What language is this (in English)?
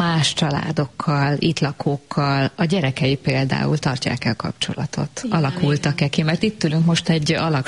Hungarian